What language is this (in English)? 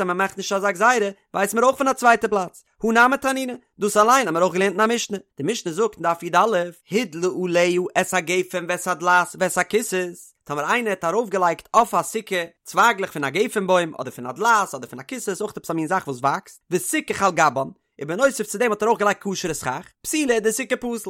Yiddish